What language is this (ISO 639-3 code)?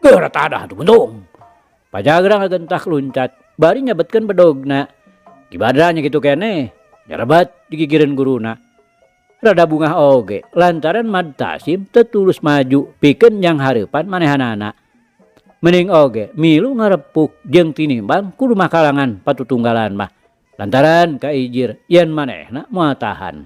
sun